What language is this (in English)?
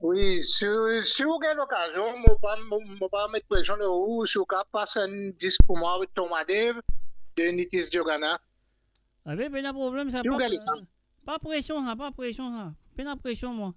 Morisyen